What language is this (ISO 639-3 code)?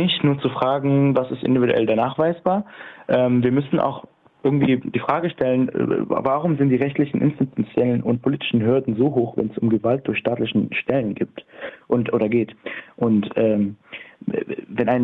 deu